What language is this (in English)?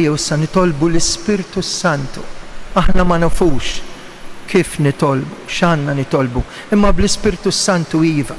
Maltese